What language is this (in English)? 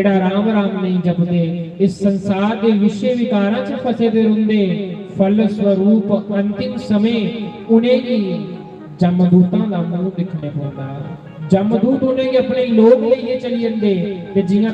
Dogri